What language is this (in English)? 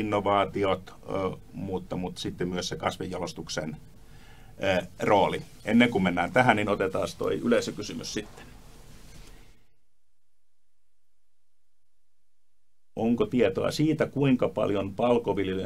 Finnish